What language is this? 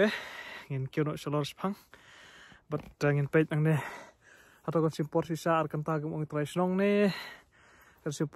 Khasi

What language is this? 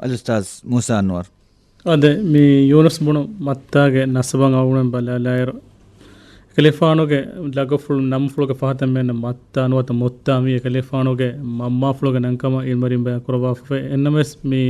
Divehi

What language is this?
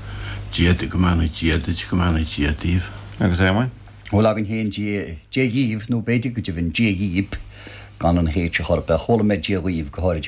Irish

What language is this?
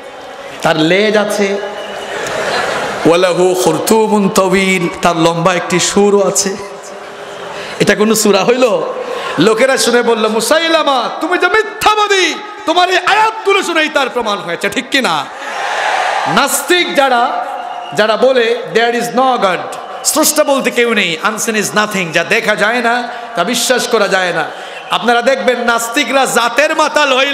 Bangla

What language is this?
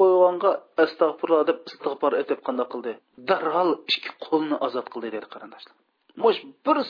Uyghur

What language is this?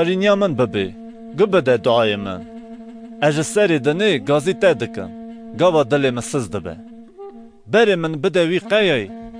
Kurdish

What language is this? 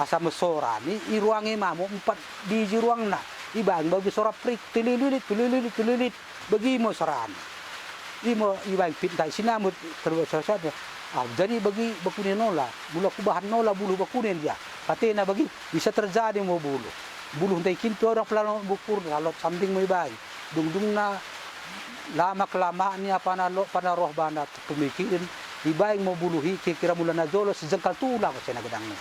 Batak Dairi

